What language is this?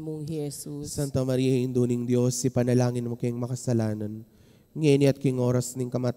Pampanga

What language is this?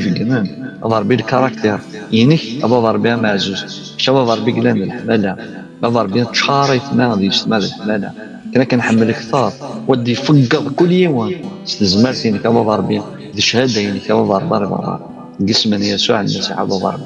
Kabyle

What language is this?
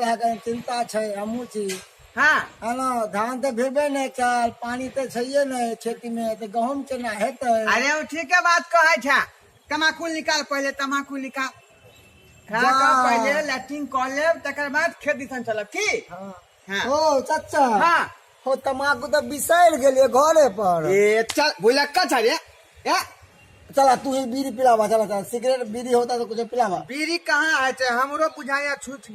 Maithili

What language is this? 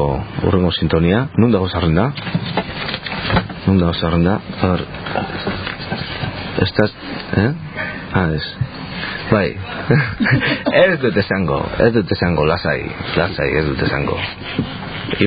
Basque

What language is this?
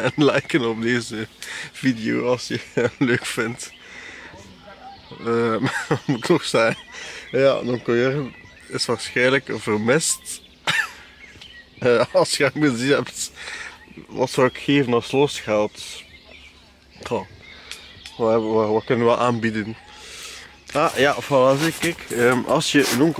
Dutch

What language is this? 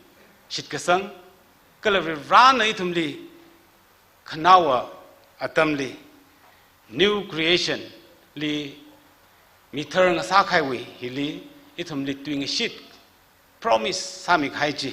Tangkhul Naga (India)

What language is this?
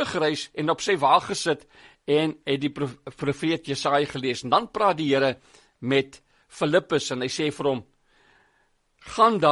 Afrikaans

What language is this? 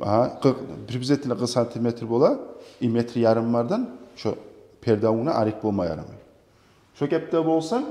Kumyk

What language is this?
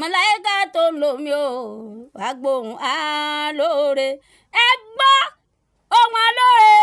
Yoruba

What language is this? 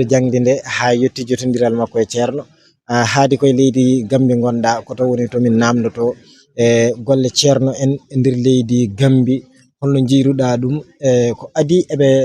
Fula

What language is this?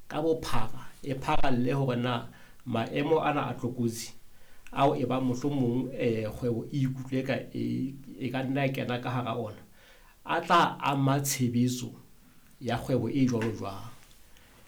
Southern Sotho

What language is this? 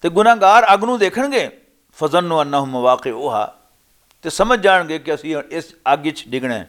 Western Panjabi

